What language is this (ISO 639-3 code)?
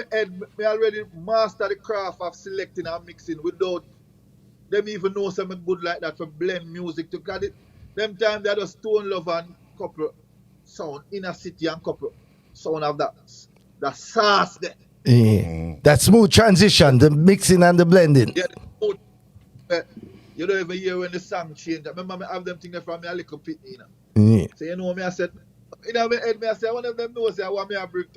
jam